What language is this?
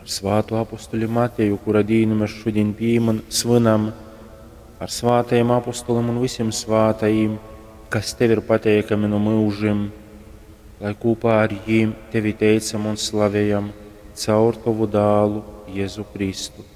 Latgalian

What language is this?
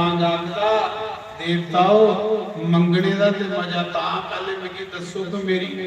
Dogri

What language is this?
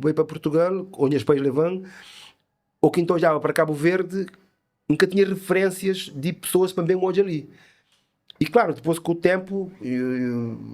Kabuverdianu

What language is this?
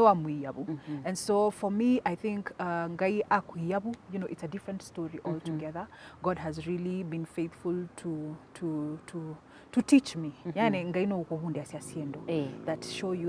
Kamba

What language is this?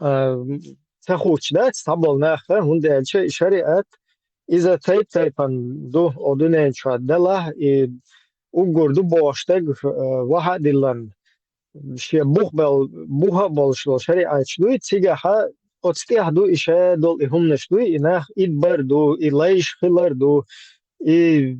Chechen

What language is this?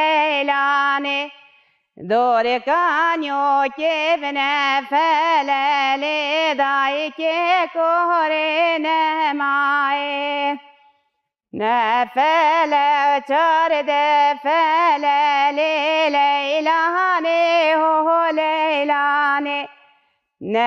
Kurdish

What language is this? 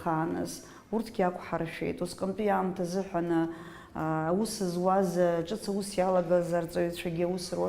Abkhazian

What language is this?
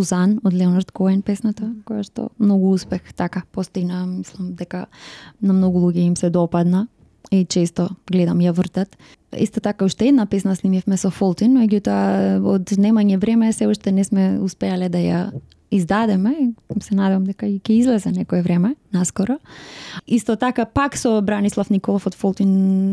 Macedonian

